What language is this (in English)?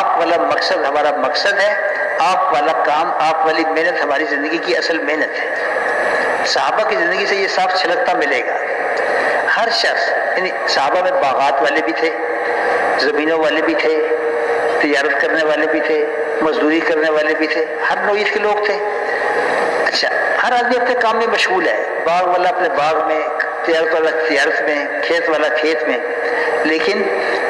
Urdu